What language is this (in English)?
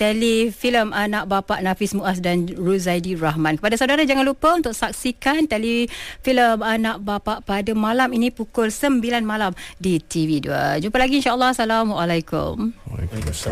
Malay